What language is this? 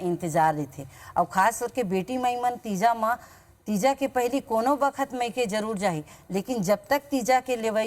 Chhattisgarhi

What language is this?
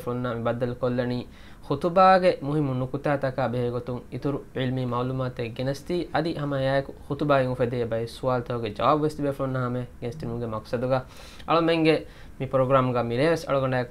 Divehi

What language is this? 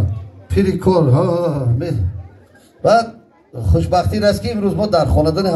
Tajik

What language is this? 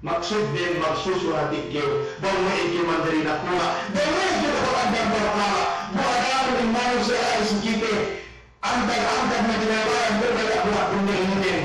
Yakan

